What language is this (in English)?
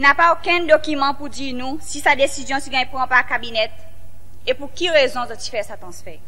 Seselwa Creole French